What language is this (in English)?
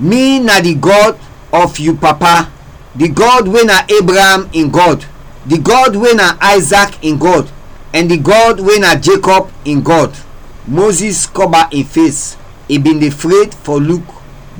Krio